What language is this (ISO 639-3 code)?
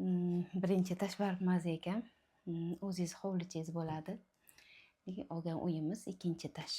uzb